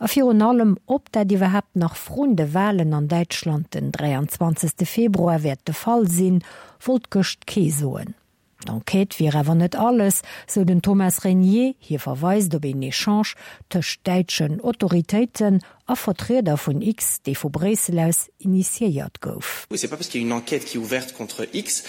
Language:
Luxembourgish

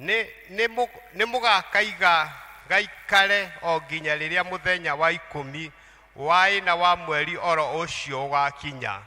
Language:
Kikuyu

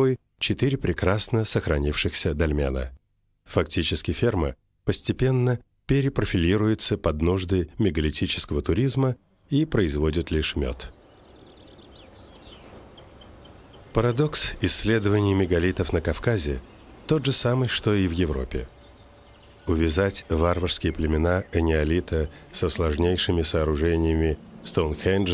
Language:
Russian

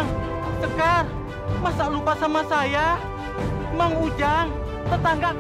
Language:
Indonesian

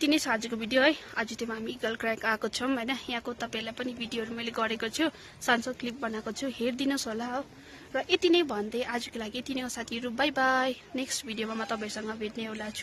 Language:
Nepali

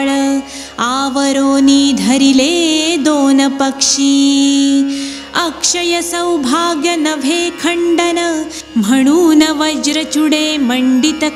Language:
Marathi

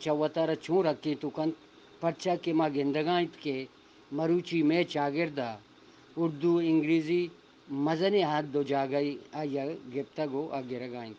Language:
Eastern Balochi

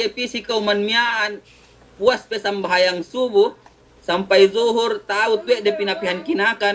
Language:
Yakan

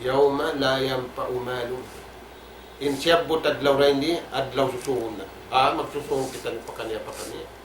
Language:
Tausug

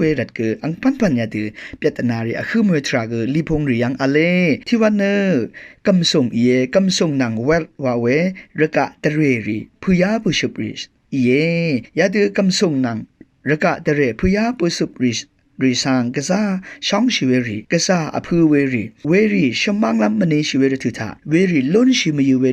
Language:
Rawang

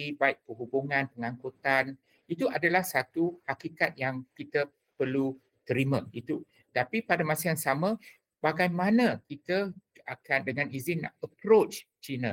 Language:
Malay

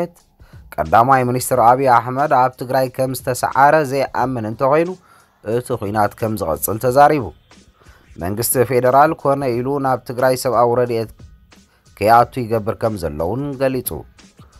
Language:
Tigrinya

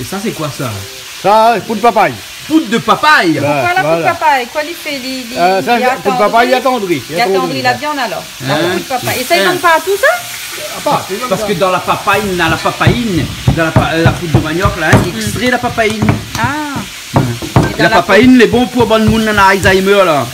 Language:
Réunion Creole French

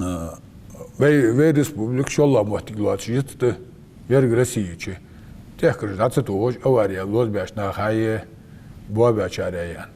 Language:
Ingush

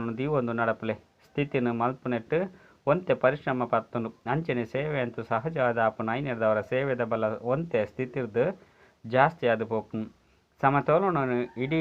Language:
Tulu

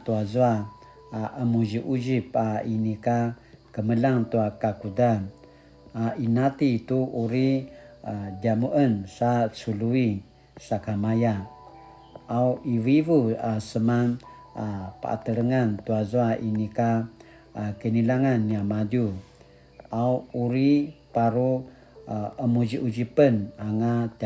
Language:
Paiwan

